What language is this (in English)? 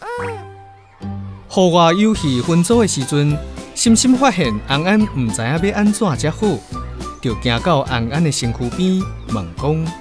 Min Nan Chinese